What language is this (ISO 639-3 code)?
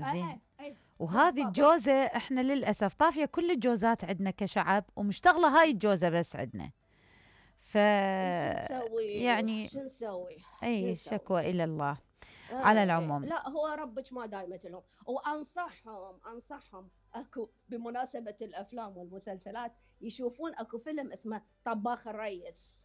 acm